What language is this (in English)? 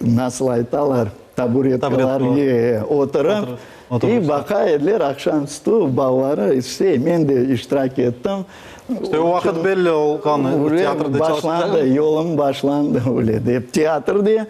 Crimean Tatar